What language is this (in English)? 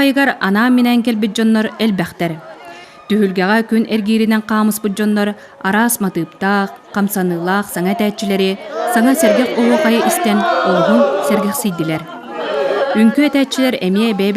Yakut